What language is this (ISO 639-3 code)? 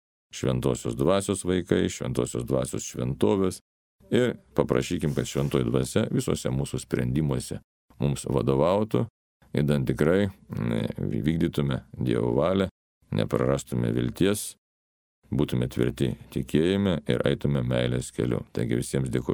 lit